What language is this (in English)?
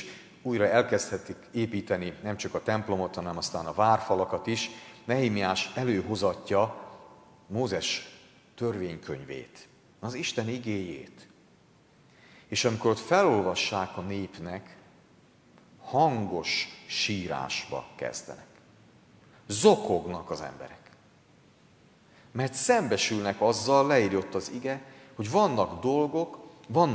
Hungarian